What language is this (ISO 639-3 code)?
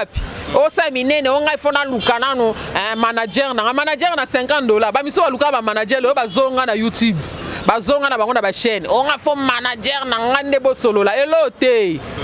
lin